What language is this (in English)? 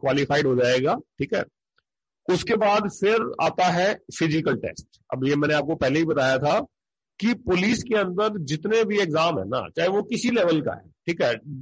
Hindi